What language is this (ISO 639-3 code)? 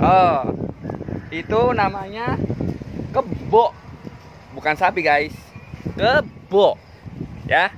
bew